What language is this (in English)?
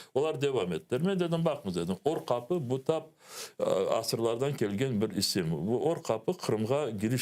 Crimean Tatar